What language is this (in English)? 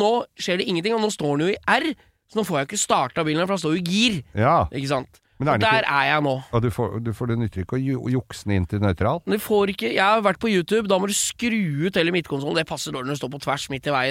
Norwegian